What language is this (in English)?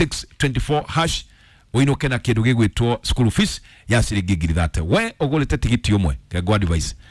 Kikuyu